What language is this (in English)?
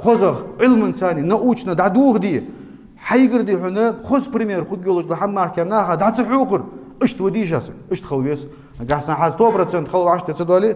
Ingush